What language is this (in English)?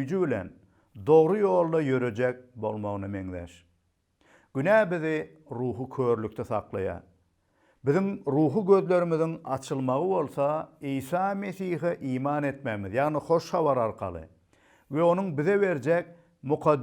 Turkmen